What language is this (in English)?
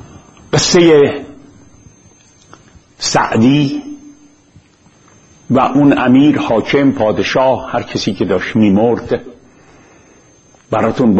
Persian